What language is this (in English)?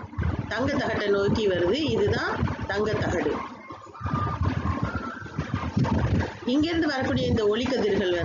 Tamil